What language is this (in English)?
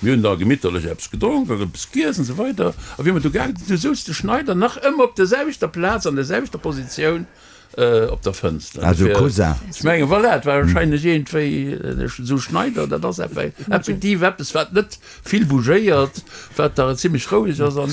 Luxembourgish